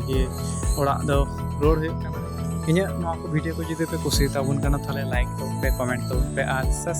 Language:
Santali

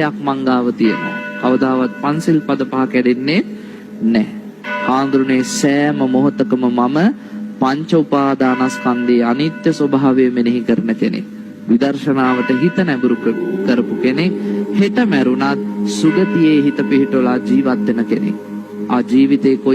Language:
Sinhala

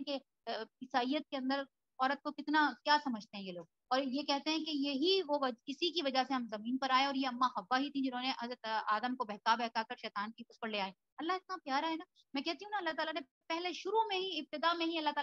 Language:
Urdu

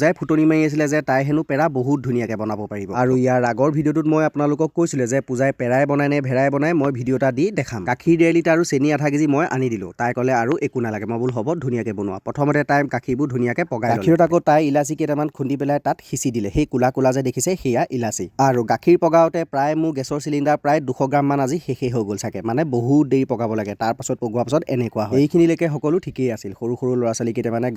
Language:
Assamese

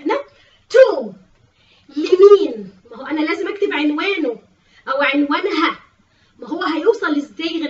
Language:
Egyptian Arabic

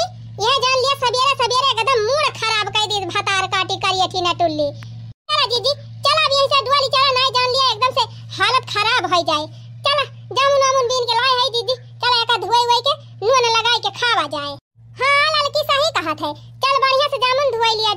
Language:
Awadhi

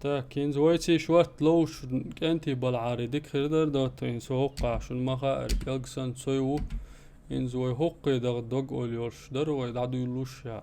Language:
Chechen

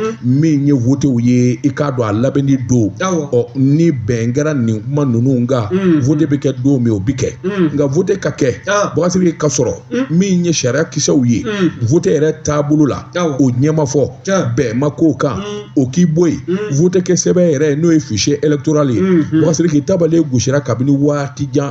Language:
Bambara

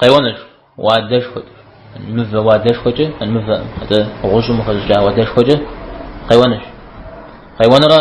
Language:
Kabardian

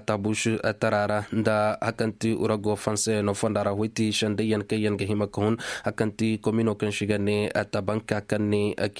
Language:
Koyraboro Senni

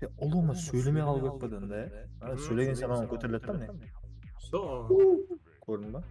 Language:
Kara-Kalpak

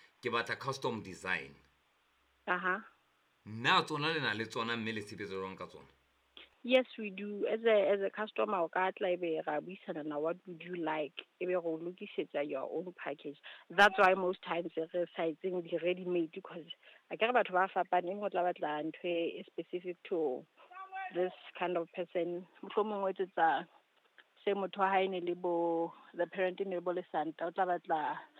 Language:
Southern Sotho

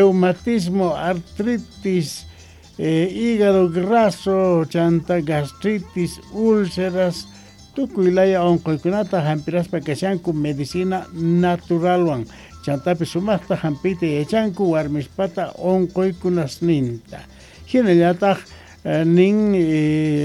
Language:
Quechua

